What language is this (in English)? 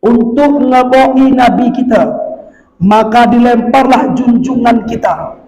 Batak Alas-Kluet